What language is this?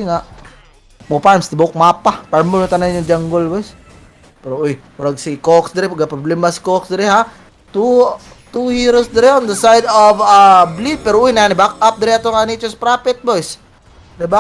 Cebuano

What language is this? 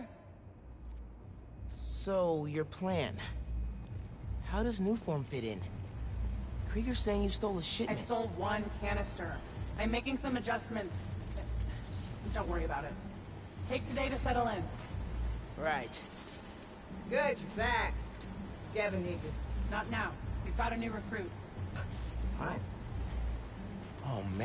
English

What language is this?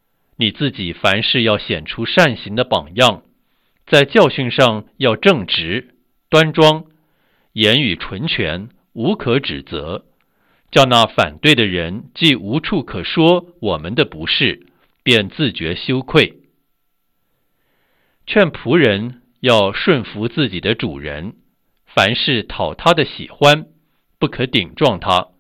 Chinese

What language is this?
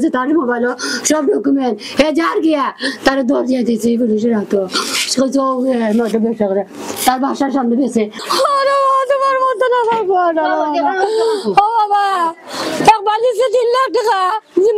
Sylheti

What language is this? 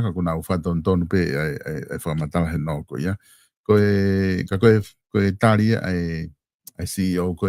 Tongan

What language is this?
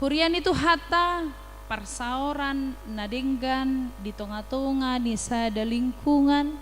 Batak Toba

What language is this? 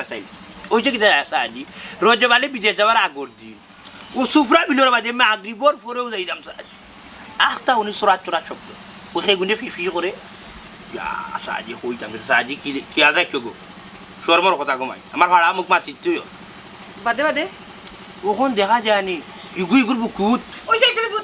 Sylheti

